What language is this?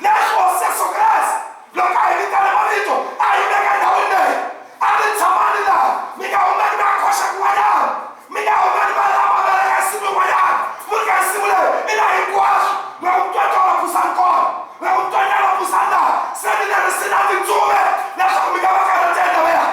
Tsonga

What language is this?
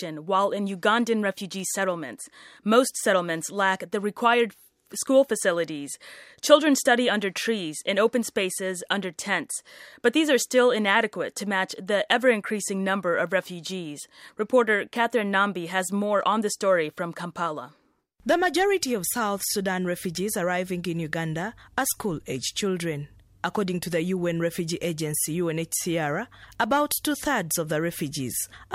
English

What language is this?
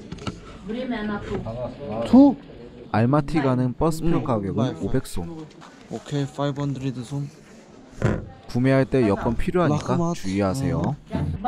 Korean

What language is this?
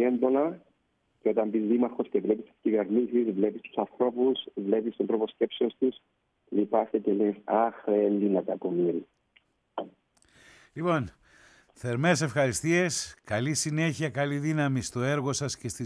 Greek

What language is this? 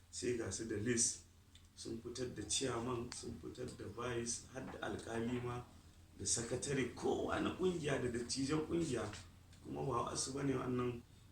Hausa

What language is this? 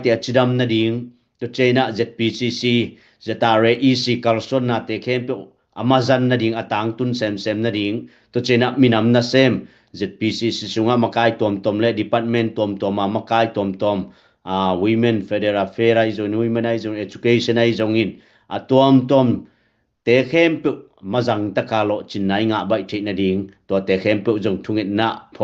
Tedim Chin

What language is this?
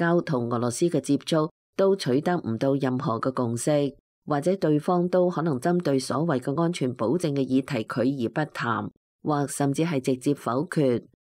Cantonese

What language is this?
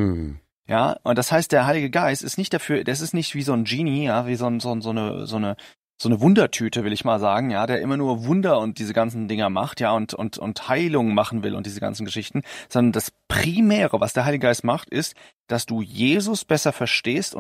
German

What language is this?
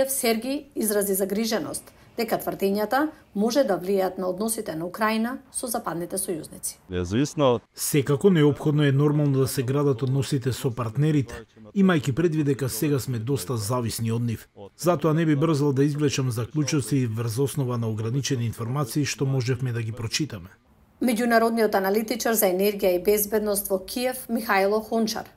Macedonian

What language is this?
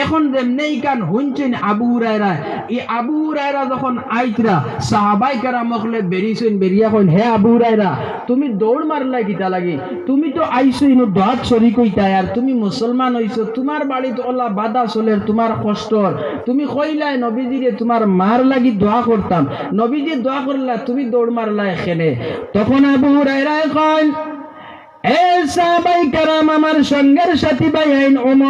Sylheti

